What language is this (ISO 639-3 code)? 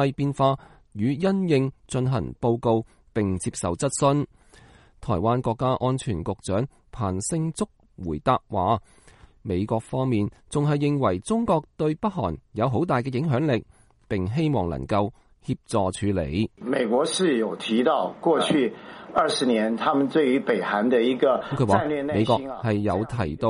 yue